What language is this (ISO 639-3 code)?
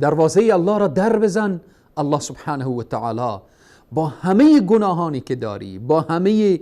fas